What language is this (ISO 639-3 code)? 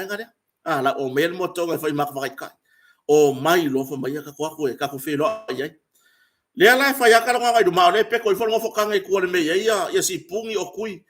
smo